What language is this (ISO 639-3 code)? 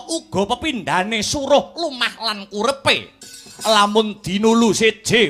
jav